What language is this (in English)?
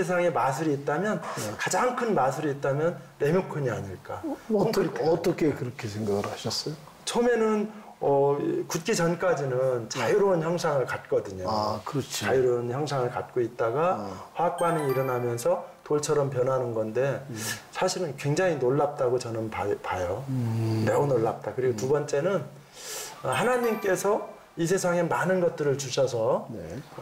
Korean